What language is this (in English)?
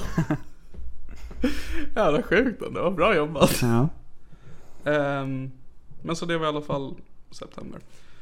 Swedish